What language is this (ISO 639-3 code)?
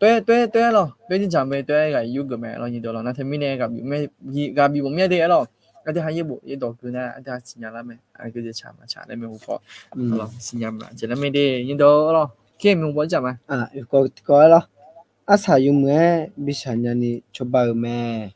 ahk